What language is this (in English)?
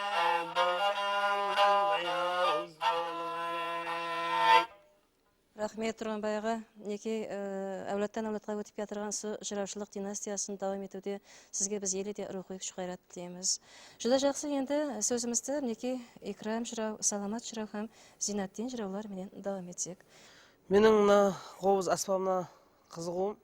Kara-Kalpak